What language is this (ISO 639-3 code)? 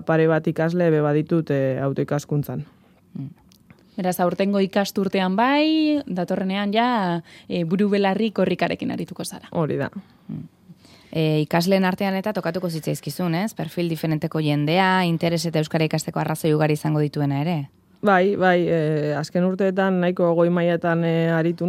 eus